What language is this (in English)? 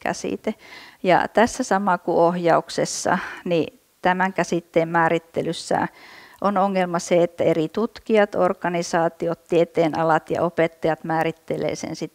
Finnish